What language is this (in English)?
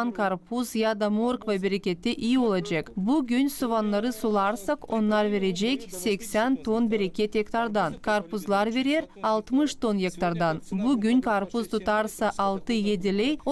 Gagauz